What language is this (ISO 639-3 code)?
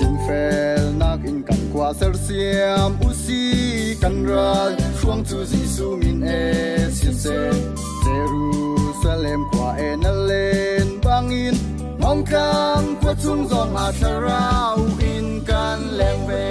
cnh